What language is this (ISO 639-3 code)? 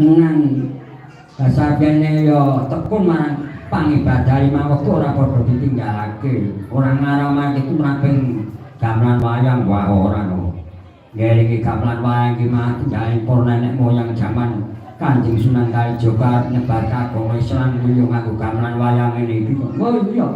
jav